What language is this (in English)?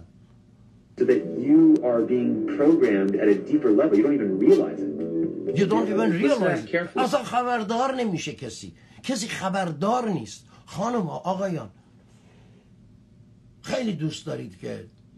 Persian